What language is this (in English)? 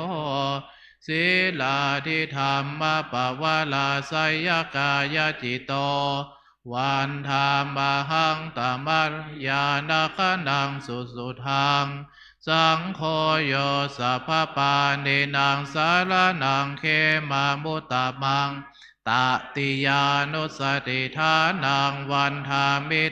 Pali